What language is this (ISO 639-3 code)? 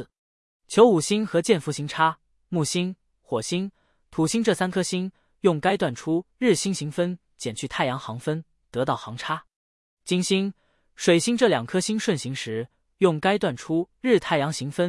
zho